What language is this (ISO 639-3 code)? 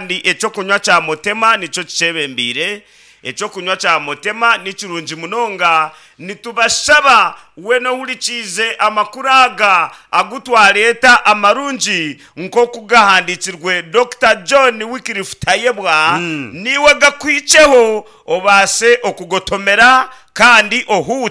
nyn